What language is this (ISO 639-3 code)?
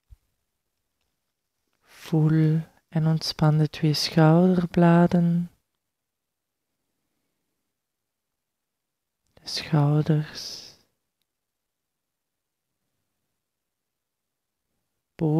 nld